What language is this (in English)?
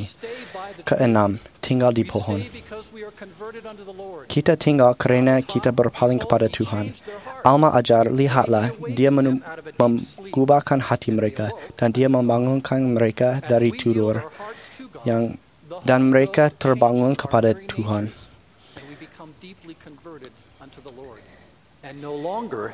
Malay